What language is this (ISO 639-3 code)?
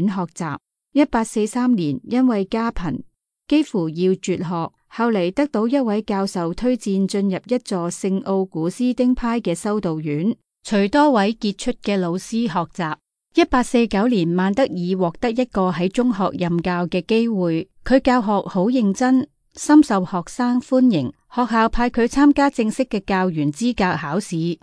yue